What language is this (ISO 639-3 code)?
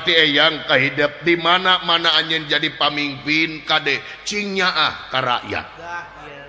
sun